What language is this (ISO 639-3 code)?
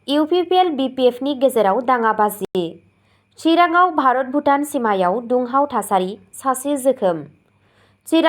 brx